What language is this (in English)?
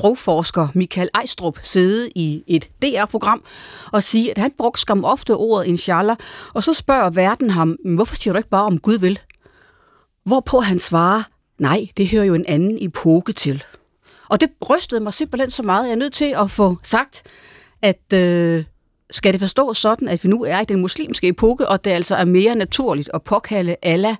Danish